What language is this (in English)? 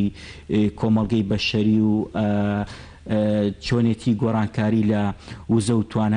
Central Kurdish